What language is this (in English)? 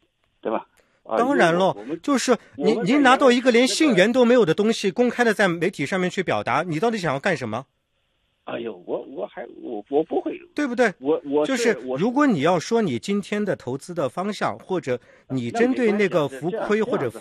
Chinese